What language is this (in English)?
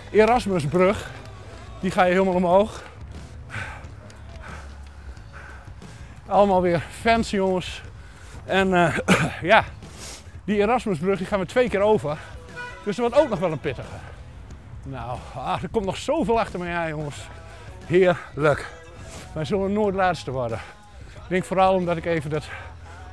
Dutch